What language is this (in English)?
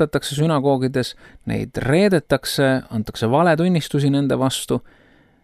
Estonian